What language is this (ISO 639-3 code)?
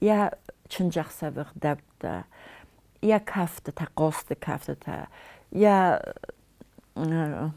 oss